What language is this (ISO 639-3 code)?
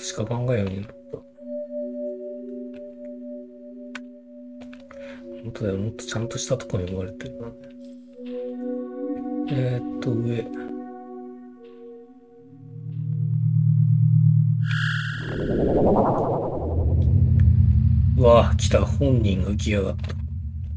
jpn